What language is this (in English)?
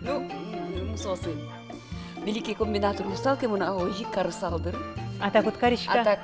Udmurt